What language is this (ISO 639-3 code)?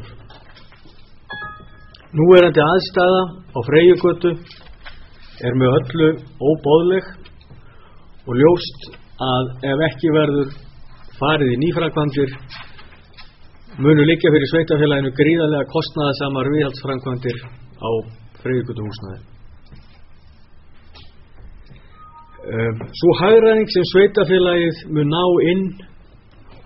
isl